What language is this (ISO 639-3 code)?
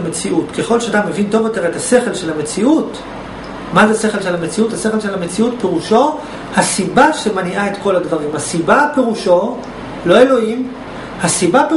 heb